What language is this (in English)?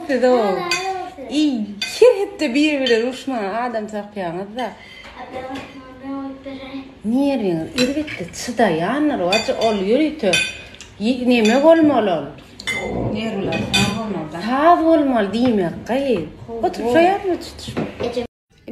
Turkmen